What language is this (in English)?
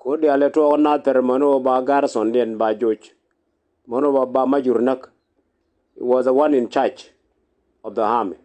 Nuer